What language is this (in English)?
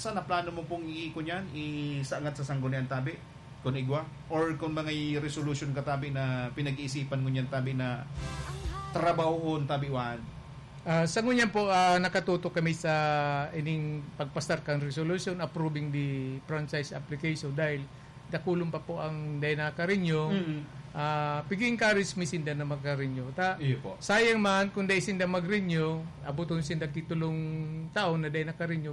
Bikol